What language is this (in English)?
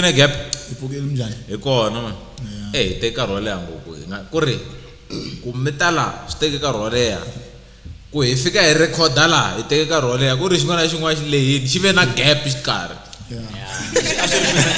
Tsonga